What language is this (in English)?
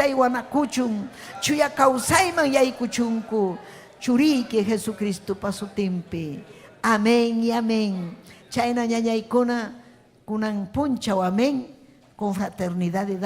Ayacucho Quechua